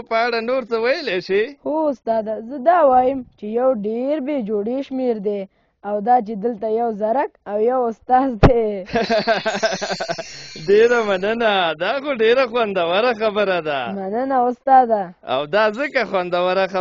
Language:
Pashto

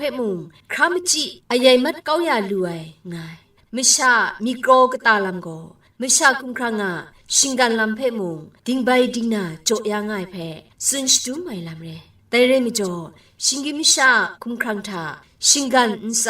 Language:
Kachin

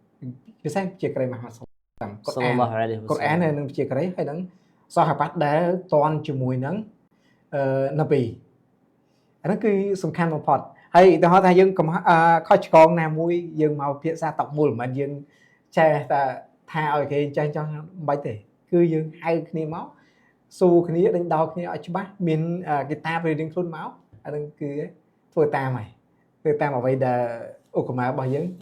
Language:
Khmer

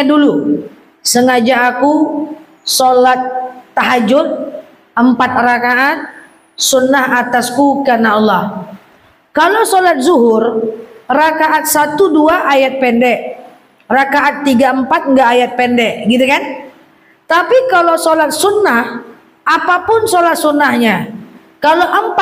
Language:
Indonesian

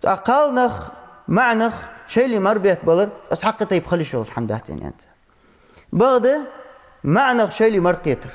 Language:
Ingush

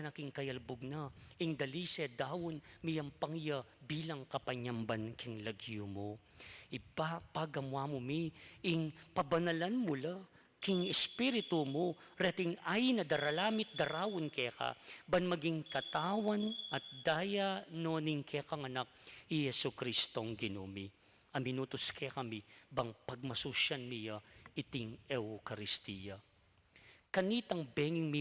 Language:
Pampanga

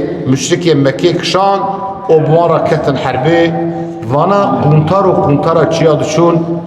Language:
Kurdish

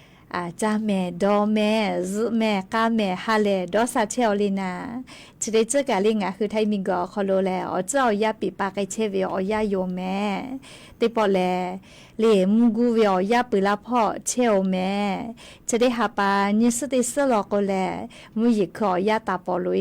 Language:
Lahu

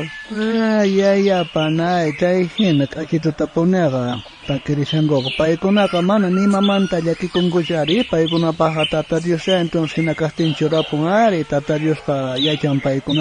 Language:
South Bolivian Quechua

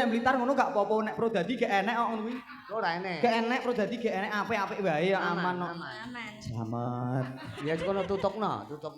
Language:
Javanese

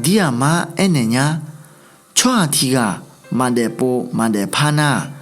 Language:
Akha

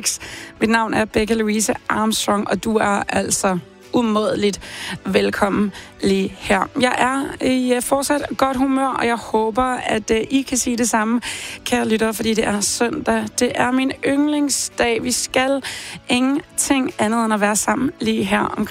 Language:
Danish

